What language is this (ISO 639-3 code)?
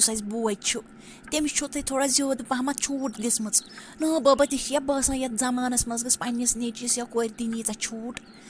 kas